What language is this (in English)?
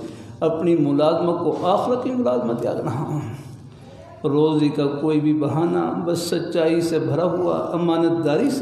Urdu